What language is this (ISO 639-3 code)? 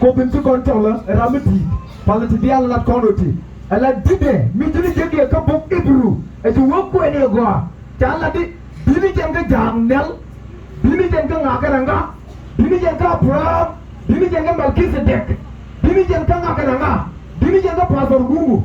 nus